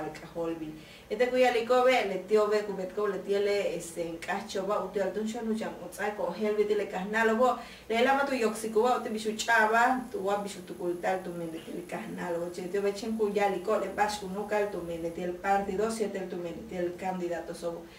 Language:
Yucateco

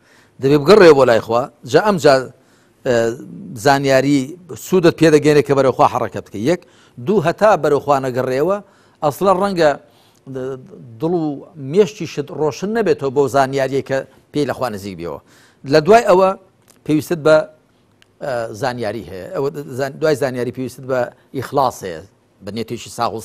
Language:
Central Kurdish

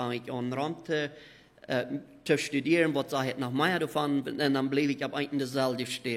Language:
Plautdietsch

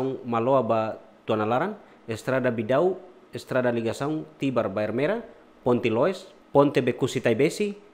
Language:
Tetum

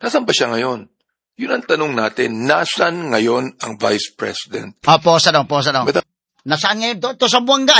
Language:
Cebuano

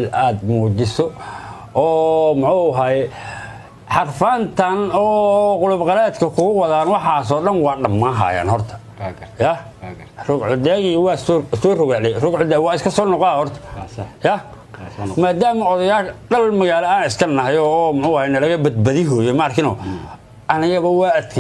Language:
Somali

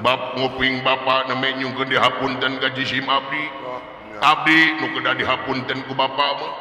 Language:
Sundanese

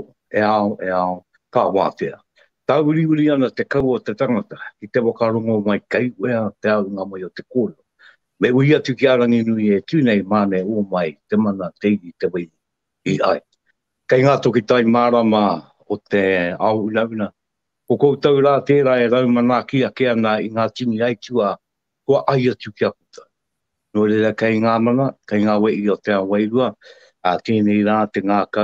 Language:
Māori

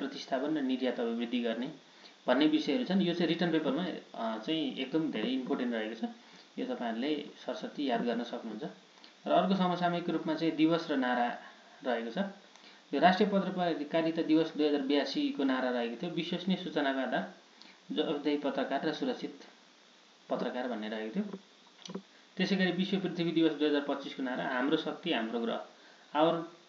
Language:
Nepali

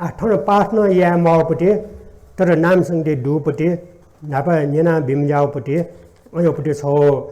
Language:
Newari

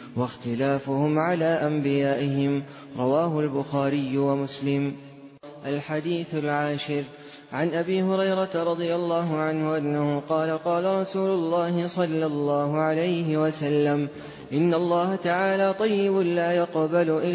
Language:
Arabic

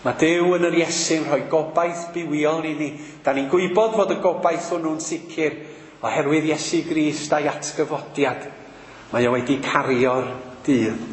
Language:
Welsh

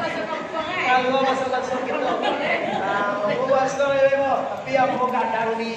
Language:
Minangkabau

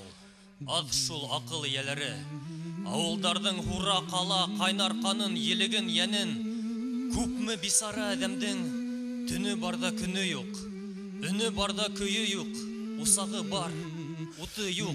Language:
Bashkir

